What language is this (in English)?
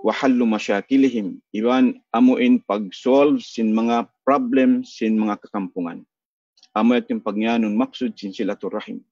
Tausug